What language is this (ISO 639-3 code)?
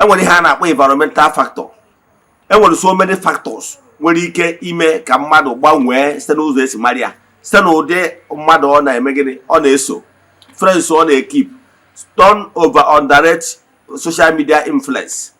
ibo